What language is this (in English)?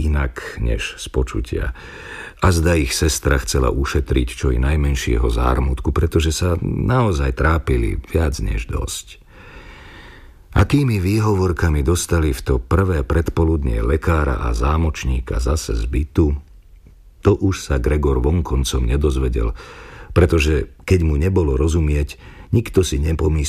Slovak